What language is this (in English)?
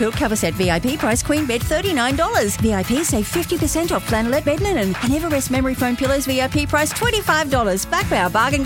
English